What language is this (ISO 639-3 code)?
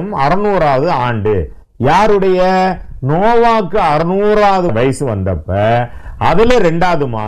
tam